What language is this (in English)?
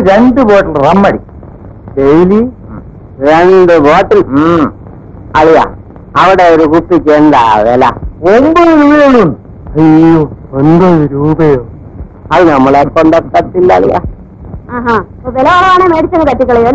Malayalam